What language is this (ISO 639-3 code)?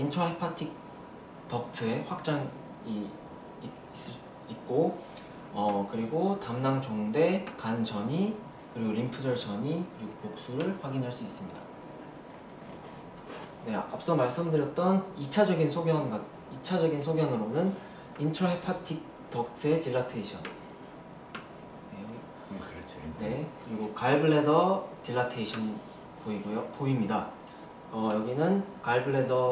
kor